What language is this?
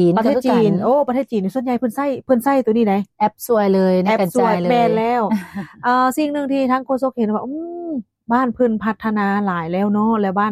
Lao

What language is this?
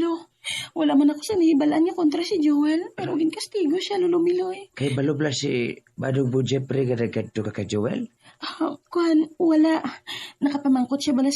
Hiligaynon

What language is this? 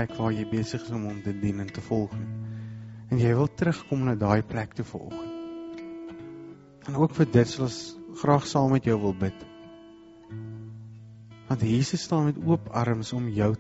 Afrikaans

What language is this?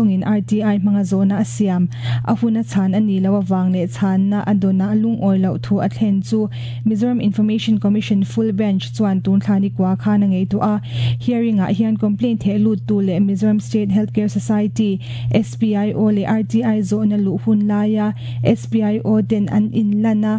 Mizo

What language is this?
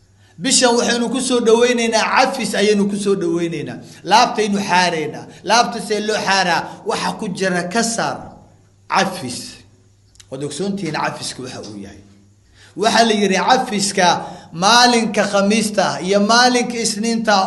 Somali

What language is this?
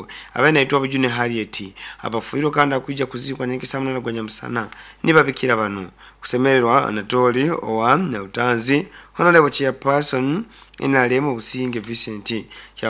Nyankole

